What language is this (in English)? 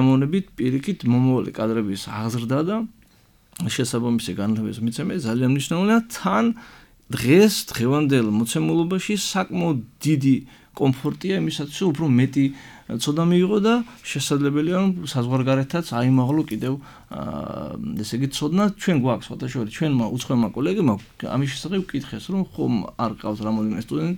Georgian